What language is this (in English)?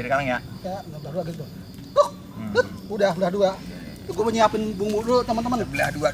Betawi